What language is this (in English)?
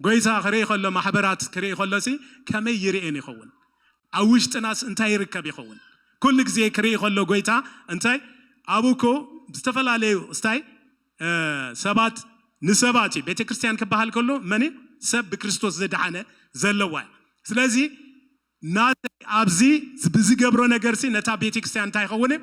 Tigrinya